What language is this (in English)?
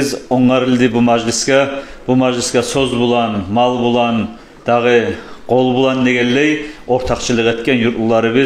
Kumyk